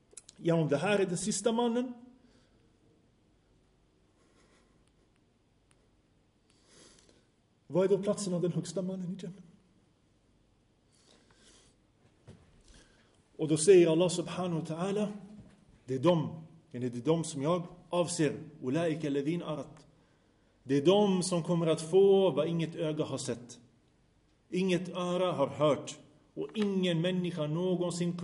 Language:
Swedish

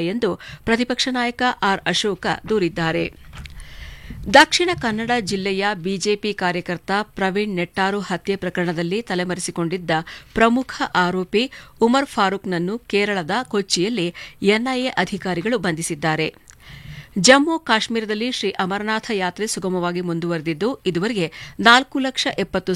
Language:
Kannada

